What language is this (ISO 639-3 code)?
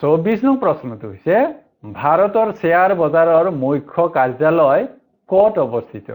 asm